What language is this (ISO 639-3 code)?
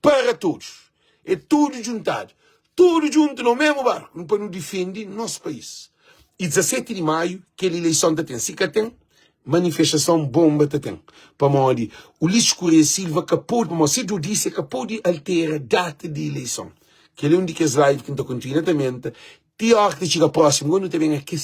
kea